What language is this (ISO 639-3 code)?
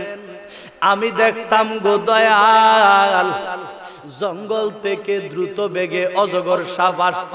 ben